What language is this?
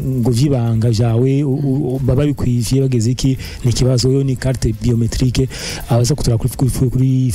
Rundi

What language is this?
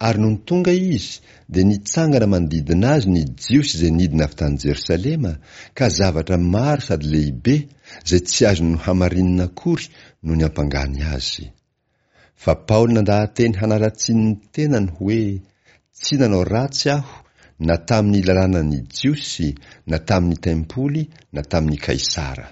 Malagasy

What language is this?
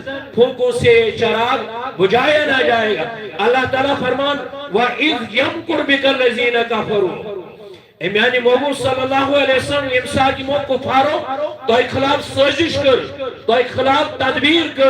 Kashmiri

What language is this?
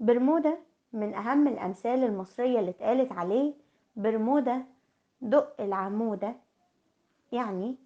Egyptian Arabic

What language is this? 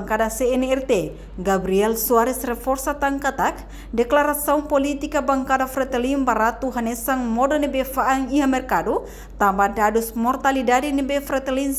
Tetum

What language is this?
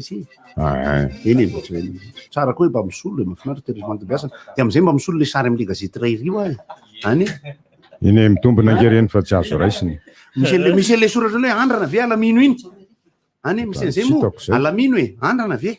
Malagasy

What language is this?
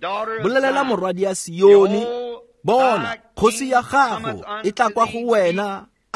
Tswana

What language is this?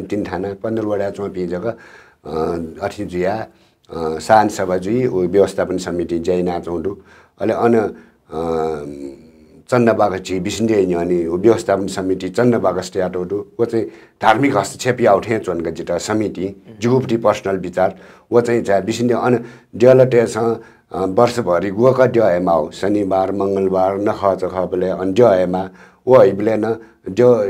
Newari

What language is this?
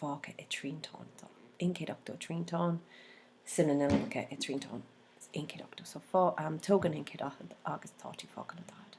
Irish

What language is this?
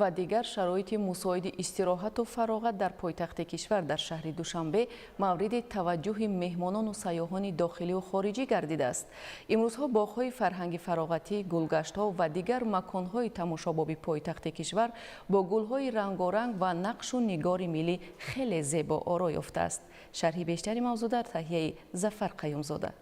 Tajik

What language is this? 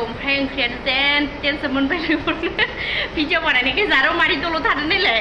Bodo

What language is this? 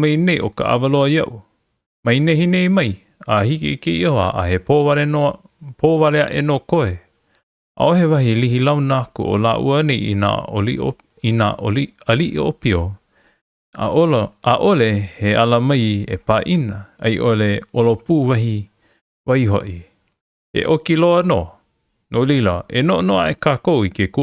Hawaiian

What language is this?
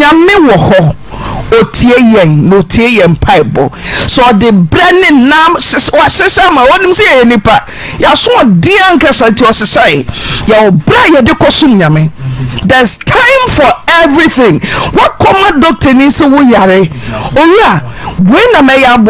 Akan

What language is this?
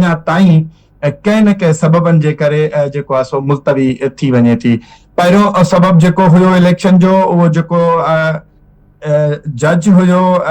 Sindhi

